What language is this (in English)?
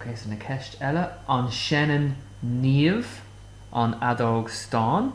Irish